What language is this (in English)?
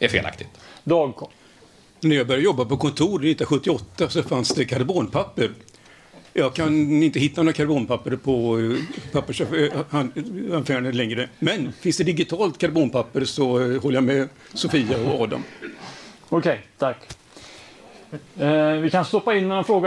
Swedish